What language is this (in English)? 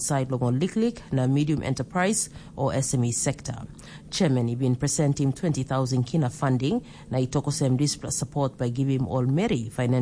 Tok Pisin